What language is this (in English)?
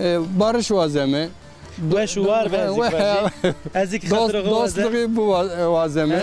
Zaza